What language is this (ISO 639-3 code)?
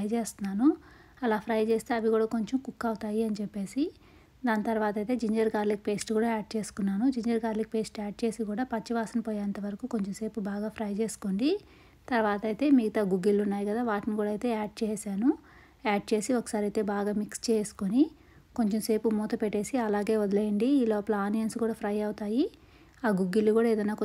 tel